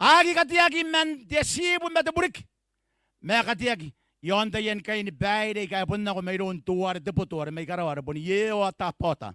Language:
Gilbertese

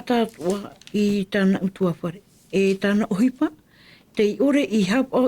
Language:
Tahitian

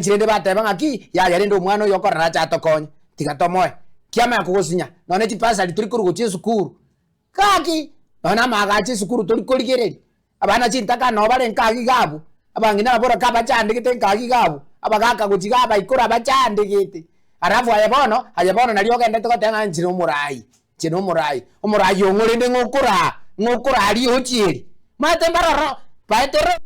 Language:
Gusii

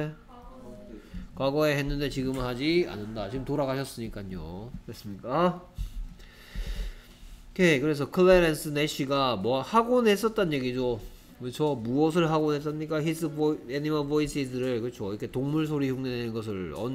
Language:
Korean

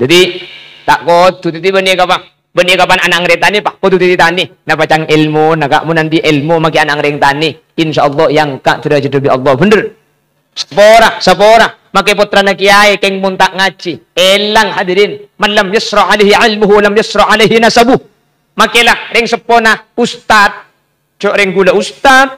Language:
Madurese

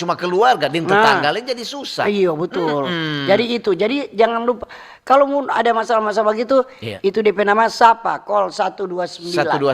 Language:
Manado Malay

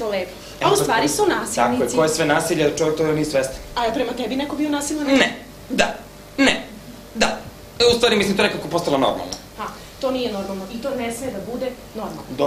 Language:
Serbian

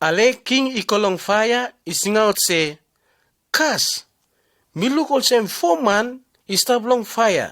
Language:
Bislama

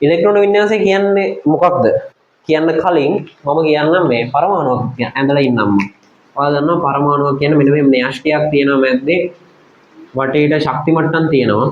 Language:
Sinhala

